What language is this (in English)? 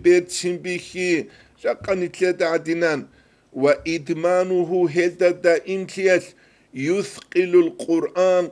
Avaric